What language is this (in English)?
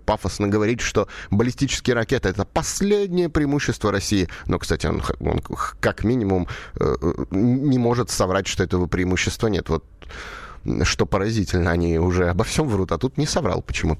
Russian